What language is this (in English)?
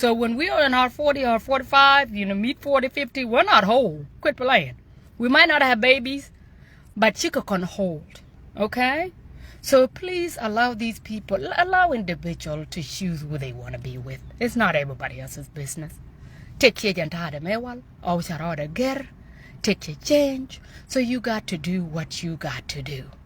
Nuer